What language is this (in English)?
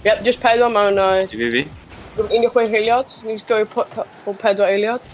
Welsh